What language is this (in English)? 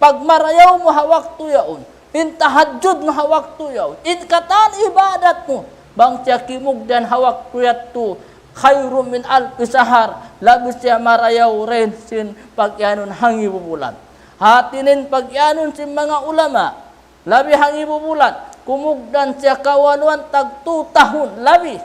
Tausug